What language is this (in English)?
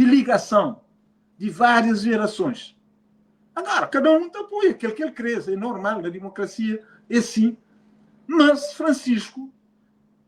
Kabuverdianu